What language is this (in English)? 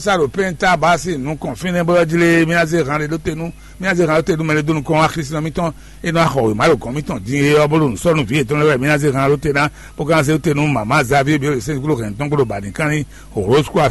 Fon